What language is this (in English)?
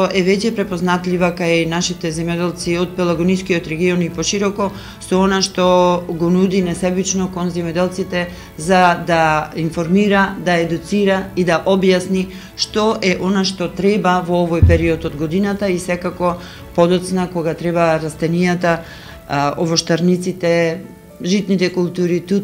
Macedonian